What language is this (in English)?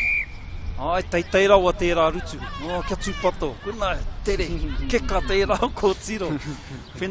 Māori